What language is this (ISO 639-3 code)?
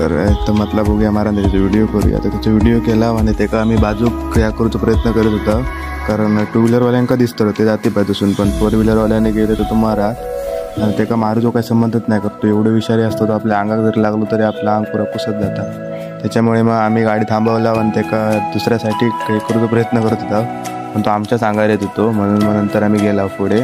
kok